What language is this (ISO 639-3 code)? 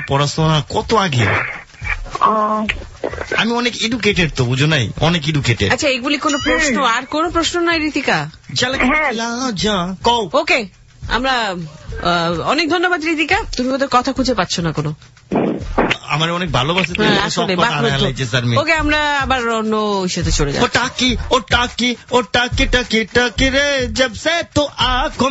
ben